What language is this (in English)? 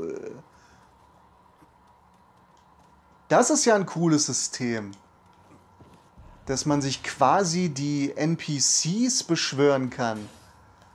German